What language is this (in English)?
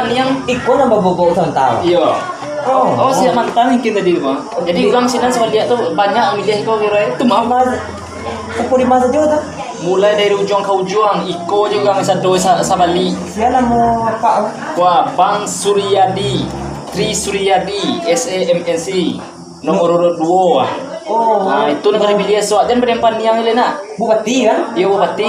Minangkabau